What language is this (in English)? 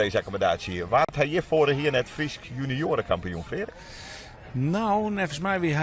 Western Frisian